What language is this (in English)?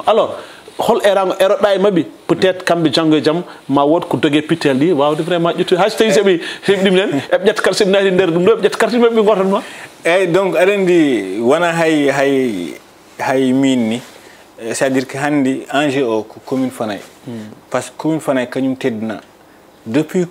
Fula